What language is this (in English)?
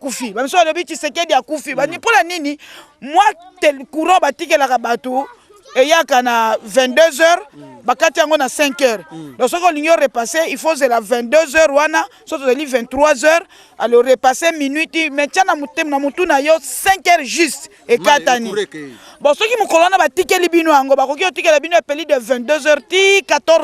Lingala